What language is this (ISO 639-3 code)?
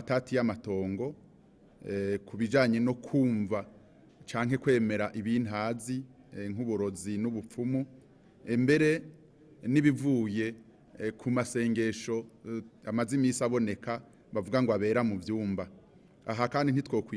run